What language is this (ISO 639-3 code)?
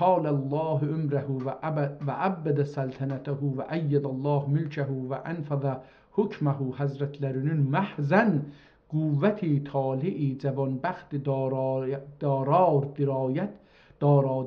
azb